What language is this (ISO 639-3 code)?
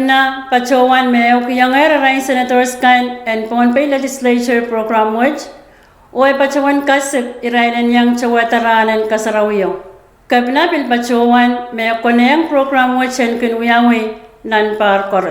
pon